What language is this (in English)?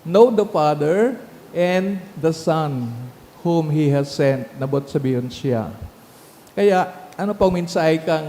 Bikol